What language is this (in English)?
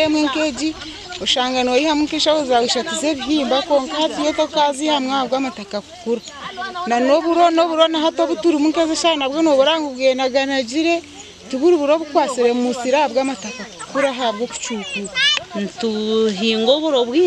Nyankole